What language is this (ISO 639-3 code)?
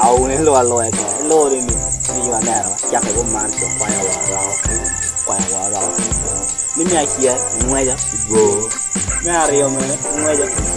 ach